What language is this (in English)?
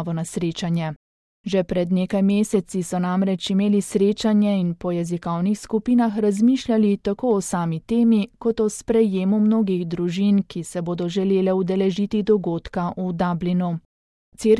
Slovenian